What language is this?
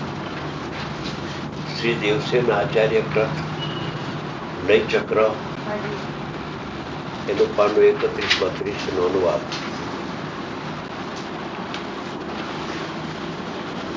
Gujarati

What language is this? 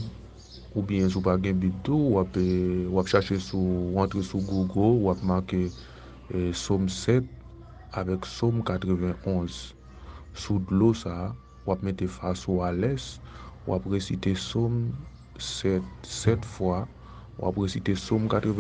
Haitian Creole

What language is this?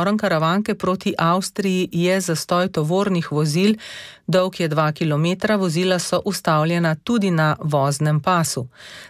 Slovenian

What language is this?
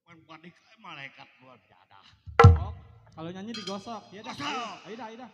Betawi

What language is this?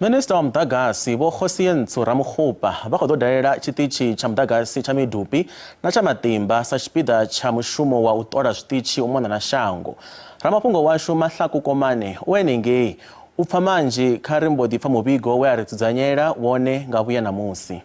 Venda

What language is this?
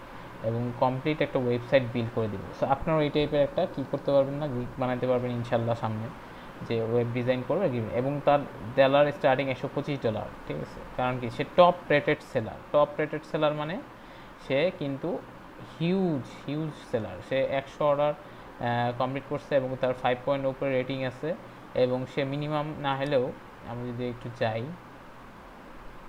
Bangla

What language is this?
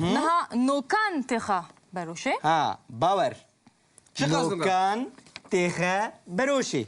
Kurdish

